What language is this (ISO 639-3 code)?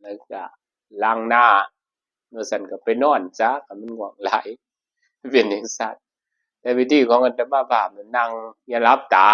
tts